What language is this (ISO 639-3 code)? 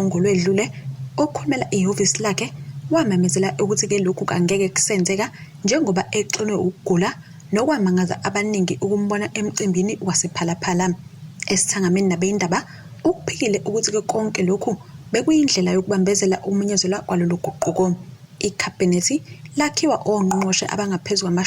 zul